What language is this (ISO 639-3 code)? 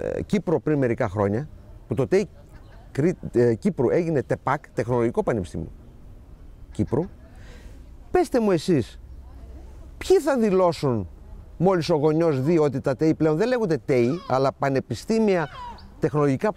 ell